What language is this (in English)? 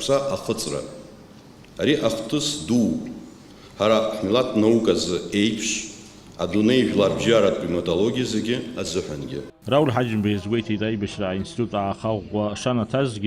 Abkhazian